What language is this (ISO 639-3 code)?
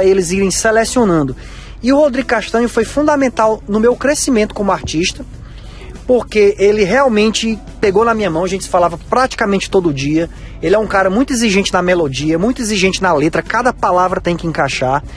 por